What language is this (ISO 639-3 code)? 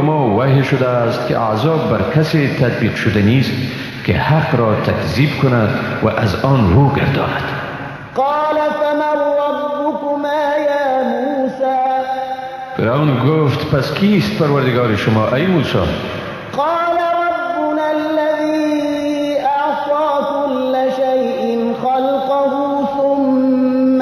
fas